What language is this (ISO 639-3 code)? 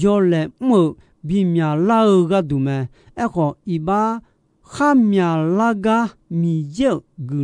ahk